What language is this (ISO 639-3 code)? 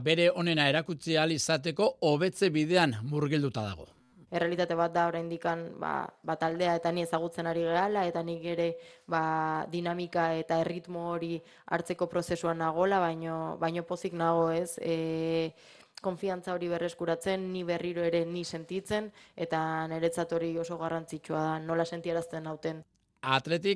eus